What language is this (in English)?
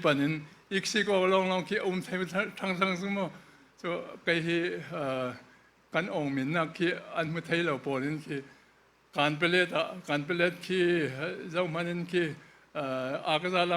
Falam Chin